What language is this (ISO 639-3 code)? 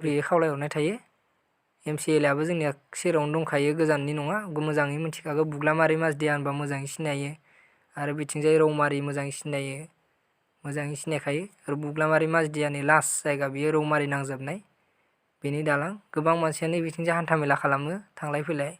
brx